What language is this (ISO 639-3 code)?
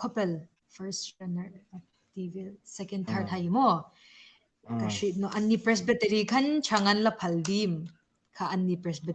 hmr